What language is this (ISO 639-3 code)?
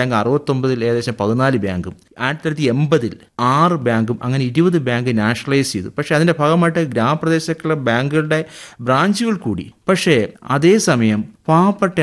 mal